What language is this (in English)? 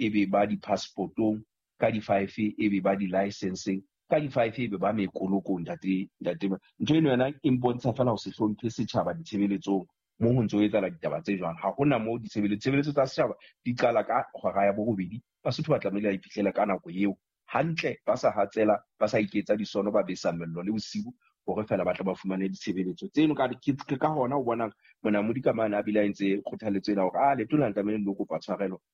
Southern Sotho